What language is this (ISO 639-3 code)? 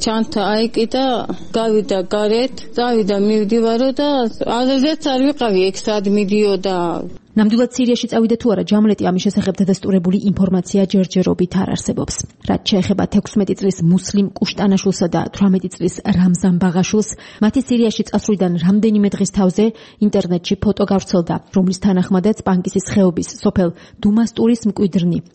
kat